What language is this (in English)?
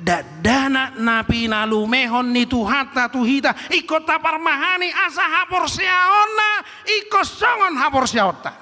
Batak Toba